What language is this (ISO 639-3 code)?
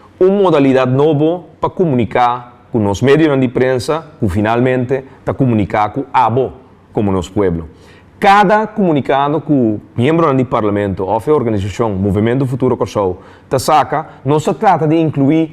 pap